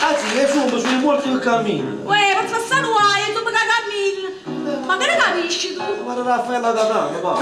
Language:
Neapolitan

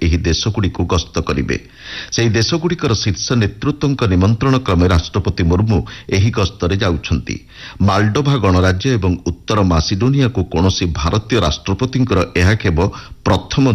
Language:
Odia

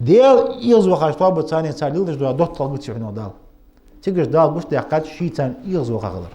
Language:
Ingush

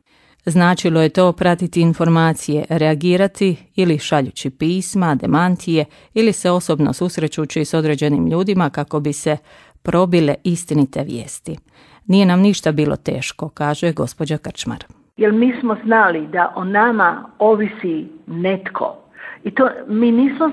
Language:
Croatian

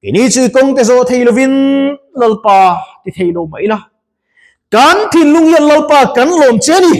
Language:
Mizo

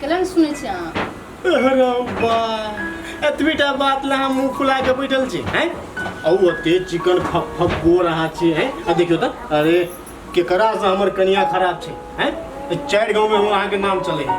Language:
Maithili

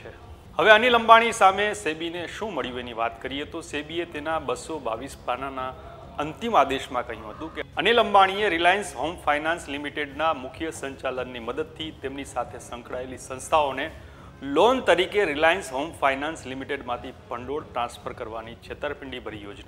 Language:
Gujarati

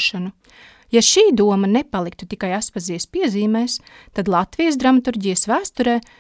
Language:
Latvian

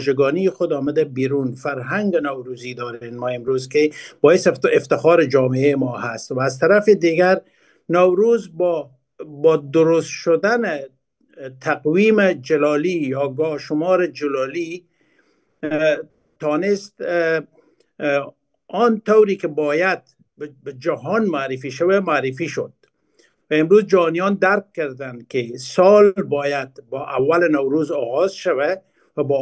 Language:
Persian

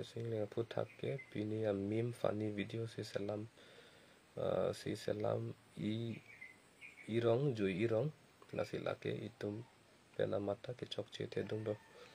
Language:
Karbi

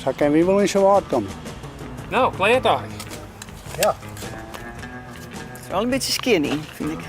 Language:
Western Frisian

